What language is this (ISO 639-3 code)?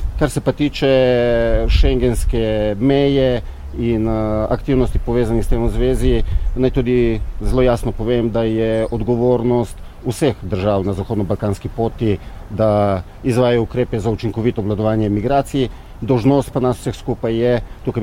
slv